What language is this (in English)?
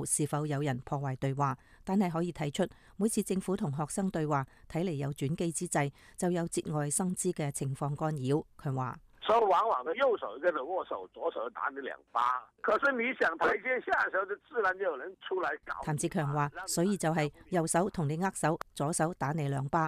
Cantonese